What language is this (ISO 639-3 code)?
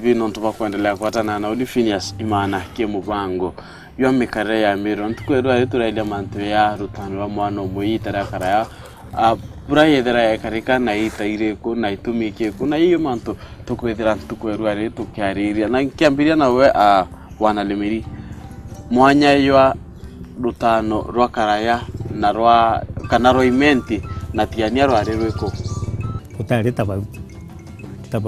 mer